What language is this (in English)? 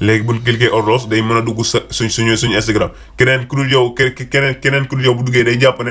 Wolof